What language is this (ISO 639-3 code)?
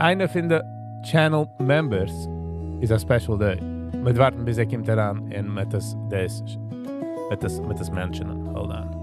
yid